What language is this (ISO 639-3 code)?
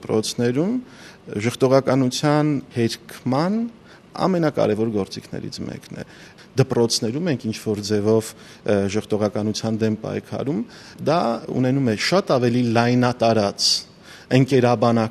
hye